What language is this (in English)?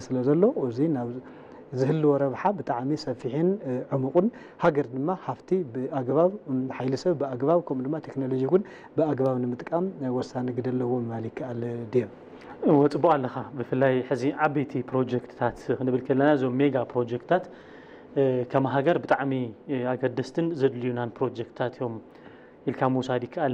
Tigrinya